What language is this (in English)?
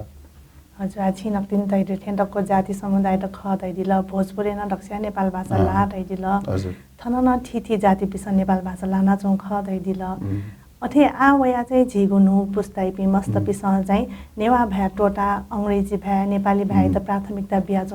Newari